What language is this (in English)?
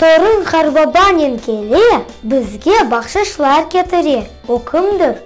Crimean Tatar